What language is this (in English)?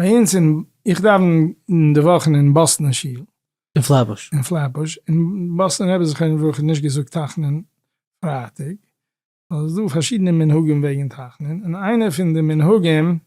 Yiddish